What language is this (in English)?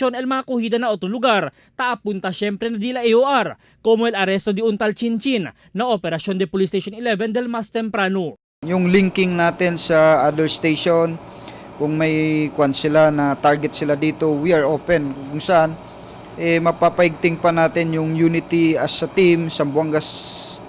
Chavacano